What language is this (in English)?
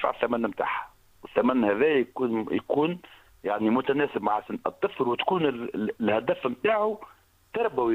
Tunisian Arabic